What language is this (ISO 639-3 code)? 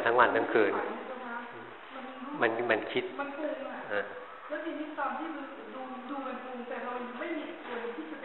tha